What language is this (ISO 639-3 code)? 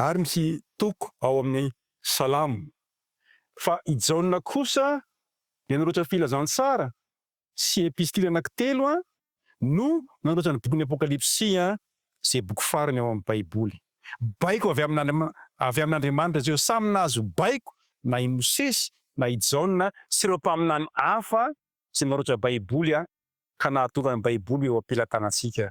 mlg